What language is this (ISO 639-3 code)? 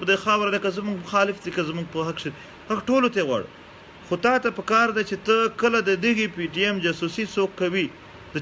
pus